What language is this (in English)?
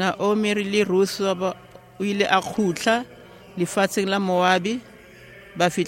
Southern Sotho